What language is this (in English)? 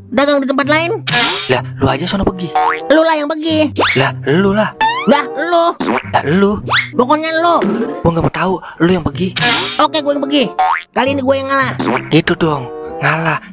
Betawi